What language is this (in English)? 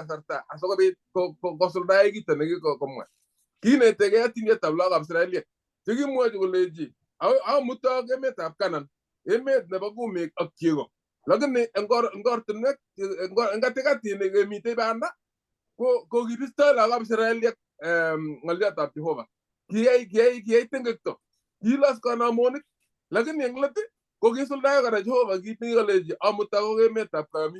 Kalenjin